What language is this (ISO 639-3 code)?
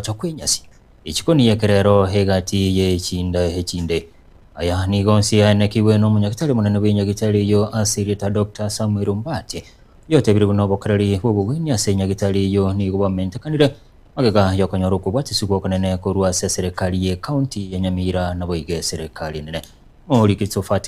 guz